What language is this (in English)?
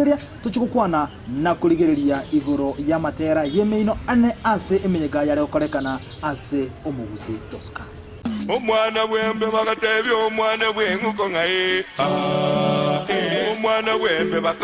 Gusii